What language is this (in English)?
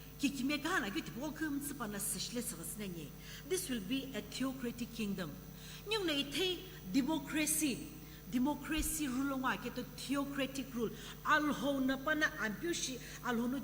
Sumi Naga